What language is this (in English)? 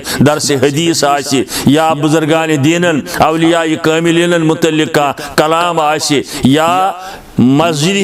Kashmiri